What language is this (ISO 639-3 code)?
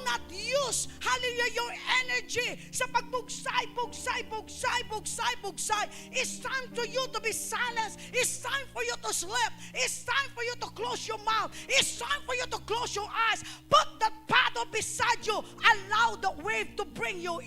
hil